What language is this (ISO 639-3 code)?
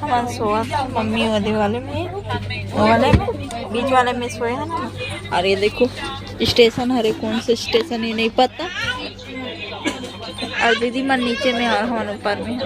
hne